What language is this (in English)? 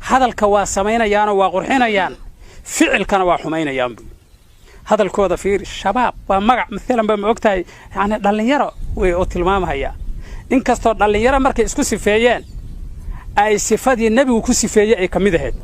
Somali